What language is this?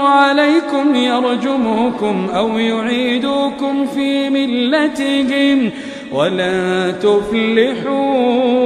Iranun (Philippines)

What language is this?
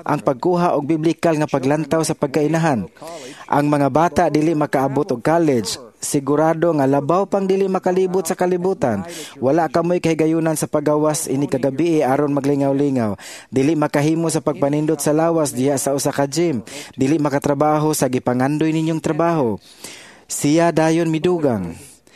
Cebuano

